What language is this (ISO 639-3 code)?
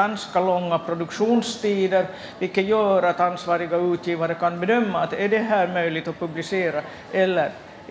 swe